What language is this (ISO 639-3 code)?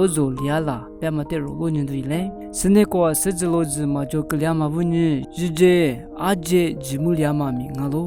lis